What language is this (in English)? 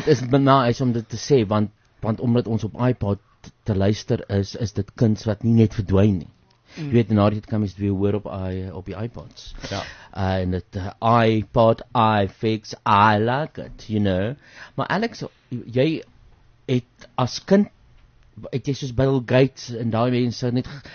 Afrikaans